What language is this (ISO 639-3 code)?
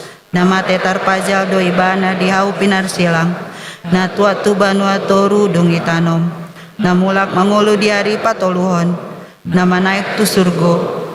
bbc